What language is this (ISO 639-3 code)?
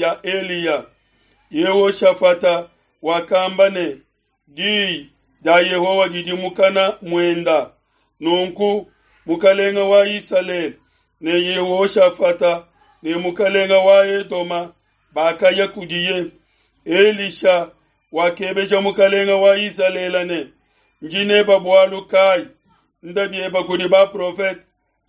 lua